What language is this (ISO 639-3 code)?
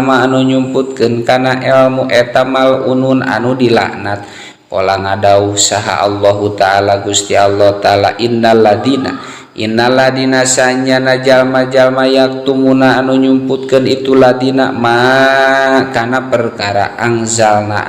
sun